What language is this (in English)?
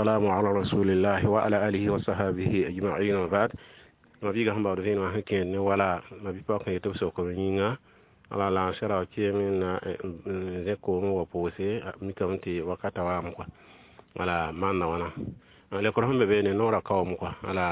Mossi